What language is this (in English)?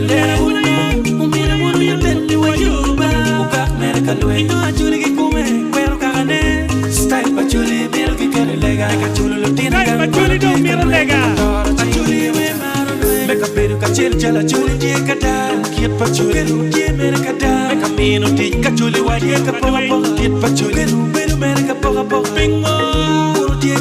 Acoli